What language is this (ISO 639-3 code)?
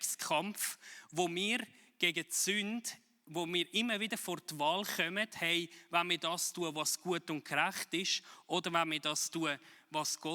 gsw